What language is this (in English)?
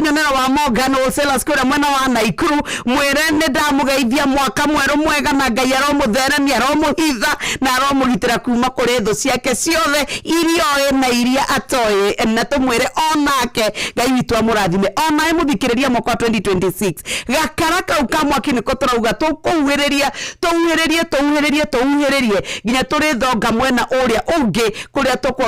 Kikuyu